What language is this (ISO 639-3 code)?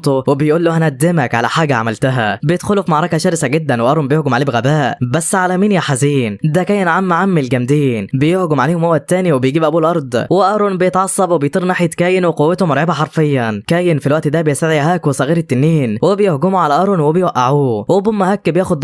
arz